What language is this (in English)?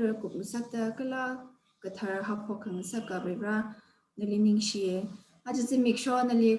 Tangkhul Naga (India)